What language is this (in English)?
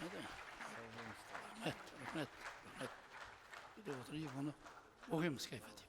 Kara-Kalpak